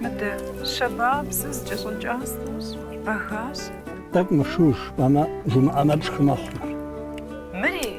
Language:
Kabardian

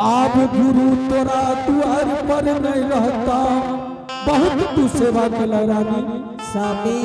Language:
Angika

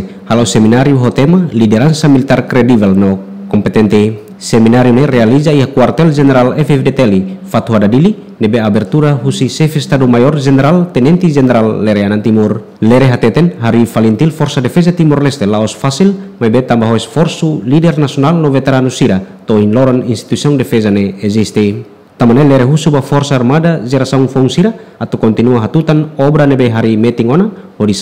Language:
Tetum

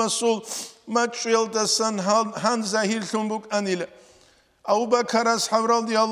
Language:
Avaric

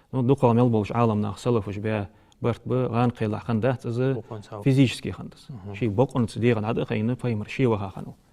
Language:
Ingush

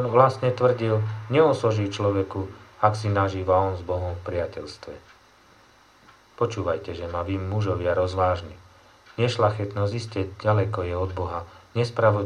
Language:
Slovak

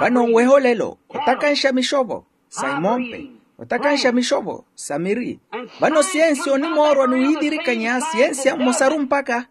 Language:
Makhuwa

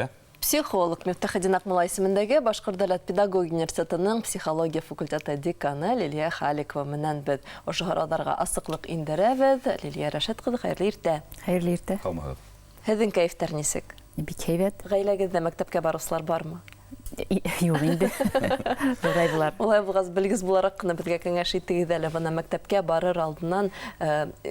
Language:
Bashkir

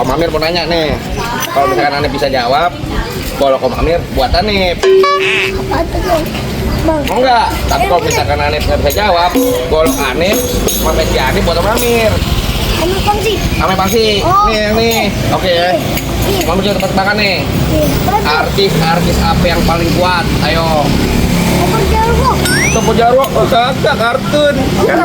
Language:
Betawi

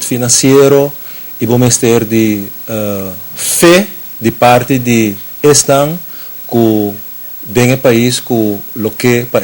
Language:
Papiamento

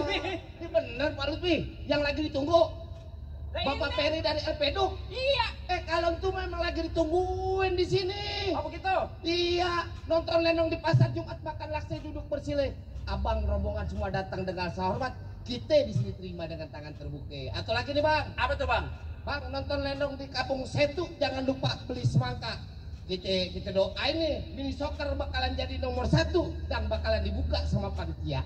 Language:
Betawi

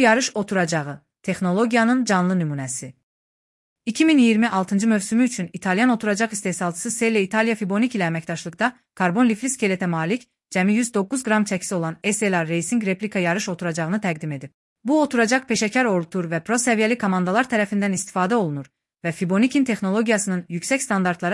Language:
Azerbaijani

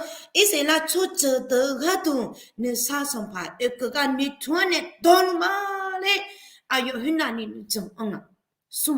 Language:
Akha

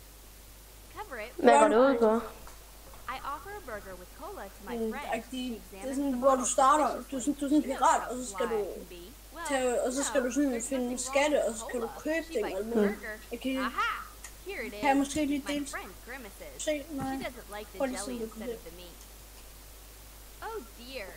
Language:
Danish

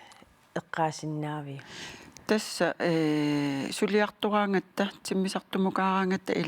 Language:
Kalaallisut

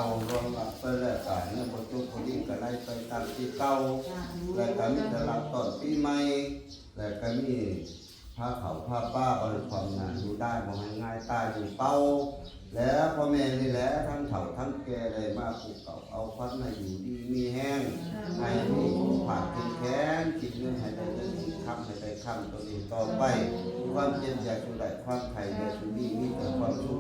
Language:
Northeastern Thai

